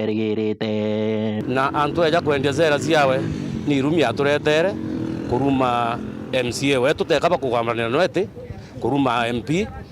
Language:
Meru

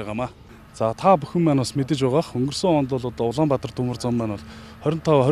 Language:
Mongolian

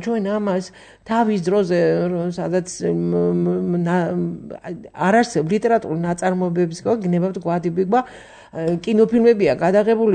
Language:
Georgian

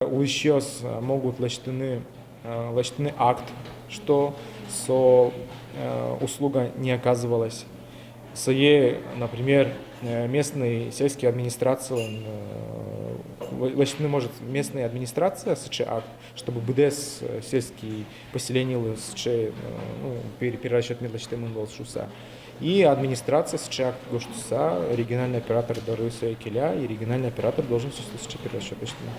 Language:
Udmurt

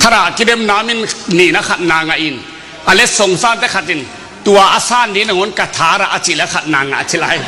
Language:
Tedim Chin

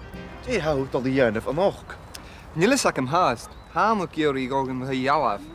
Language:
Scottish Gaelic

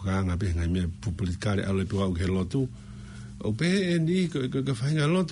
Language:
Tongan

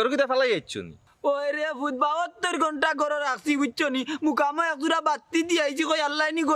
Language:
Sylheti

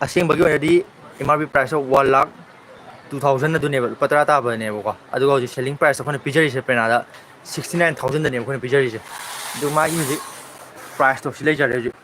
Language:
Manipuri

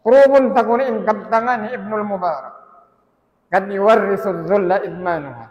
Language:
Tausug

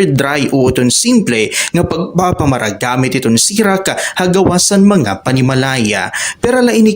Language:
Waray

